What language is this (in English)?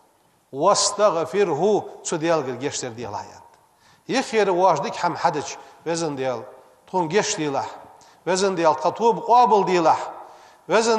Ingush